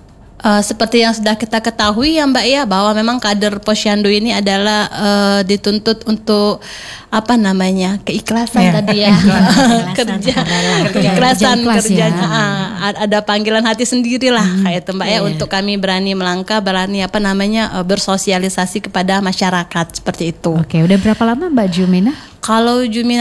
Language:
Indonesian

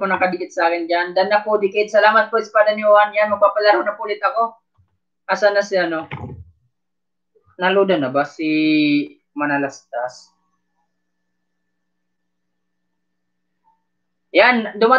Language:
Filipino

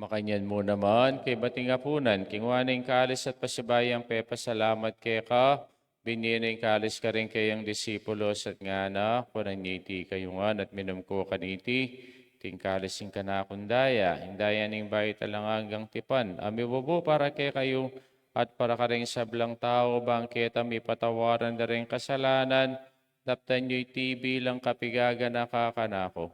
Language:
Pampanga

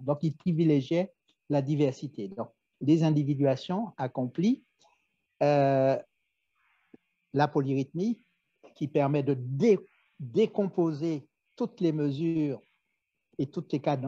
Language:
French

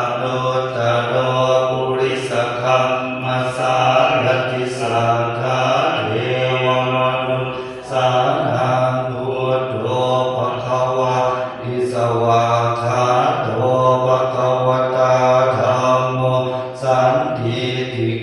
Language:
Pali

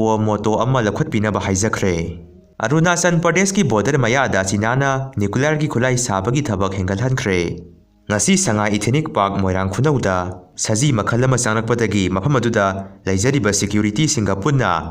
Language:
Manipuri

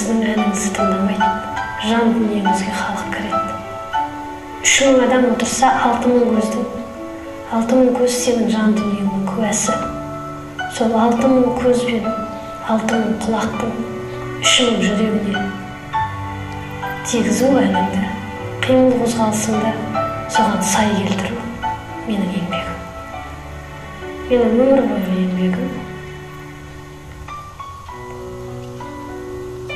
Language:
Kazakh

